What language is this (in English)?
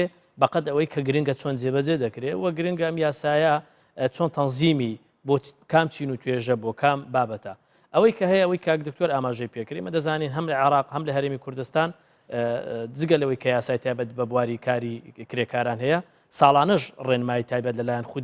Central Kurdish